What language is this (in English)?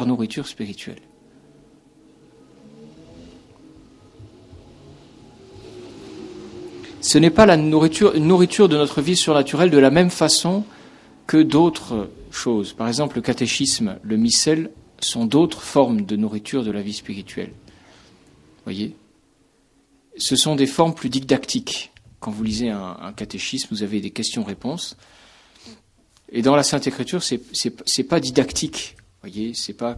French